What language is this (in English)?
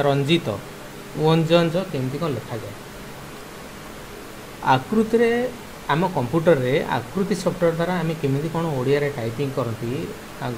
Odia